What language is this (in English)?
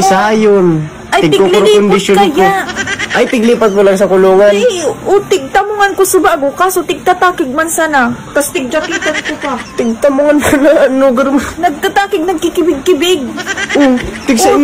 Bikol